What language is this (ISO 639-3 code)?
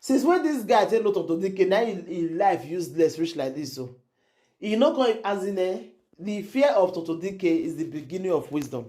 pcm